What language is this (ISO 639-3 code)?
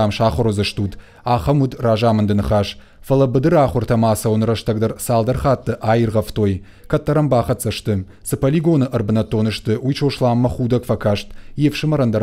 oss